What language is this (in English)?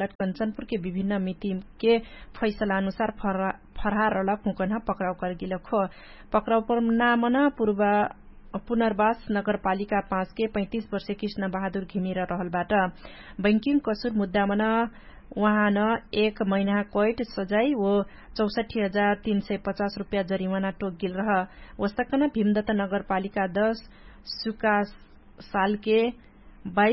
Dangaura Tharu